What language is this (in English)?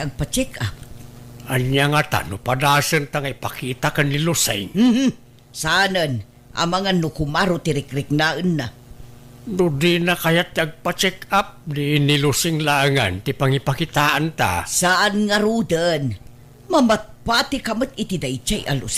Iloko